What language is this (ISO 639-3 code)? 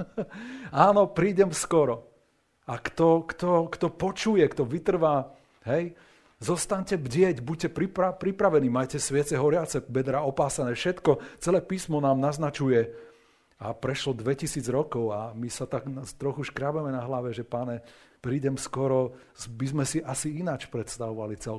slk